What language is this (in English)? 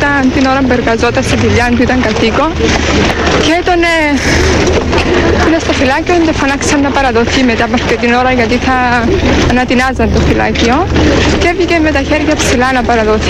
Greek